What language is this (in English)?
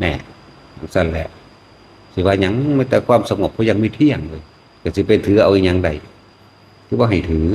Northeastern Thai